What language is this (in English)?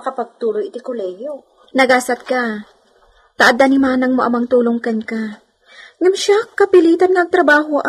Iloko